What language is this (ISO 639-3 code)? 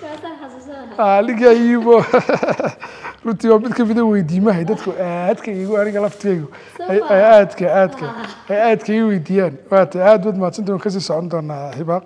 som